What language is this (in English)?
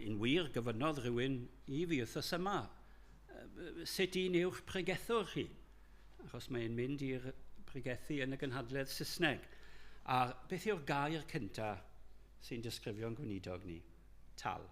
Welsh